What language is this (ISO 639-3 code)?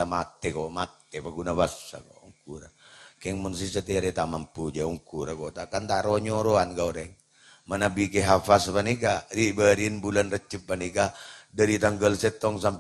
mad